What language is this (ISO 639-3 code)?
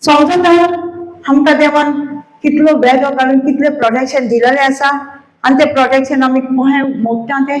kok